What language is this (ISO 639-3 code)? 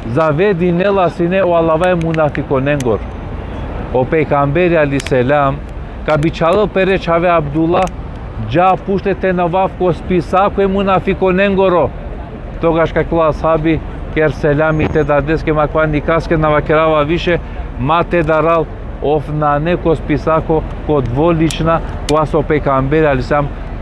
rmn